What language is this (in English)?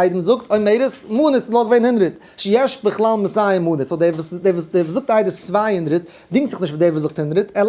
Yiddish